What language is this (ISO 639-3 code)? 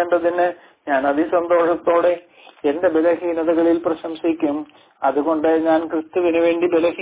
mal